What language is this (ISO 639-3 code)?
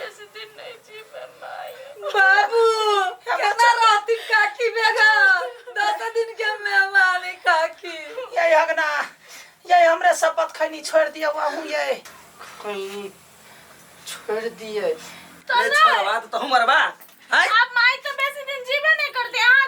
mai